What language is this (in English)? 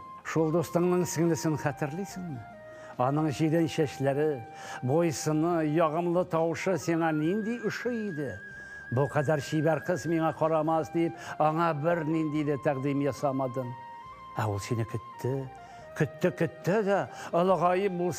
Tatar